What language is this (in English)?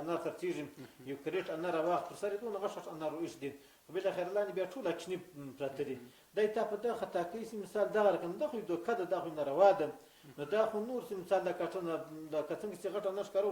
Pashto